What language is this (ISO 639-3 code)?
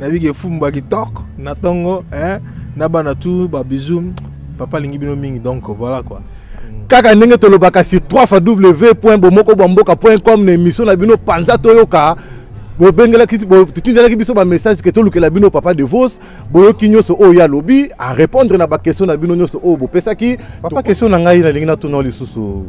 lin